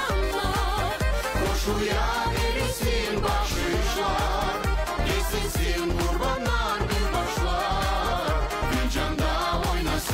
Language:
Gagauz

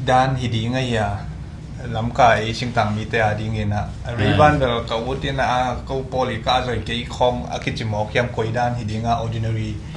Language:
Tedim Chin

